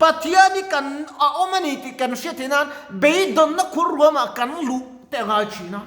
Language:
Mizo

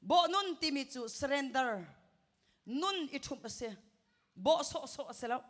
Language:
Hakha Chin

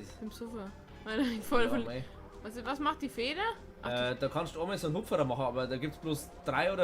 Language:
Bavarian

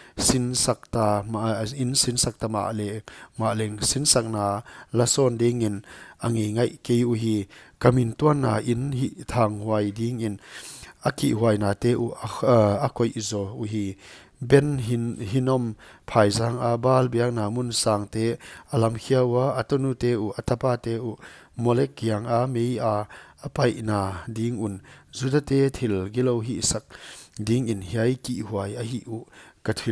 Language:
Paite Chin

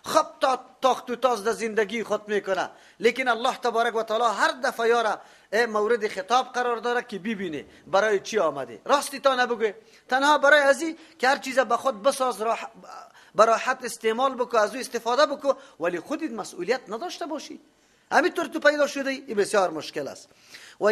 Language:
Persian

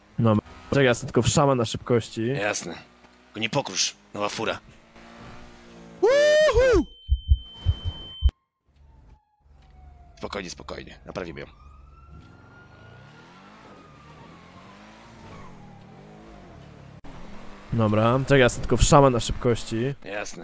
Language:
Polish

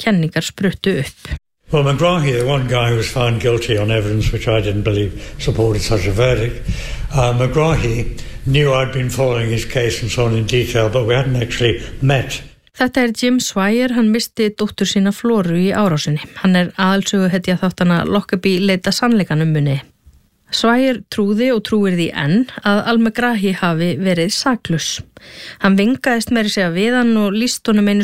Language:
Icelandic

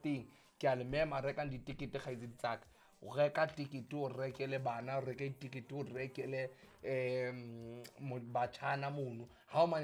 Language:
Southern Sotho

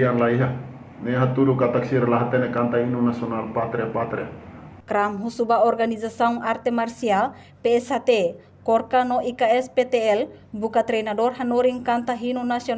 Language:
Tetum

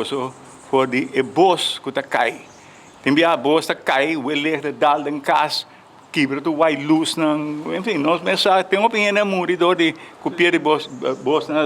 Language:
Papiamento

